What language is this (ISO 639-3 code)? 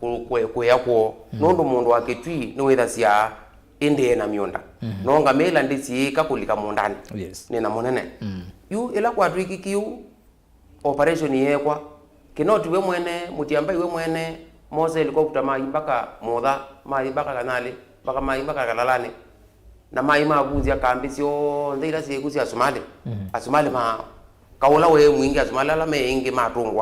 kam